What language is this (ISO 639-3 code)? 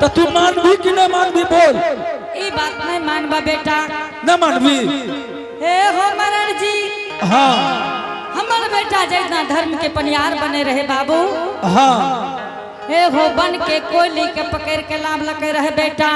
anp